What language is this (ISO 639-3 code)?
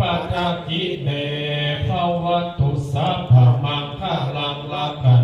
pli